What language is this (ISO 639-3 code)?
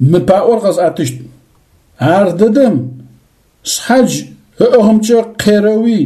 ady